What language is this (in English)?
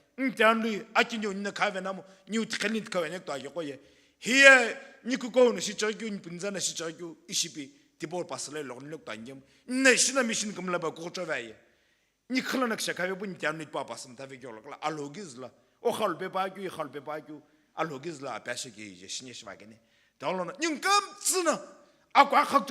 Sumi Naga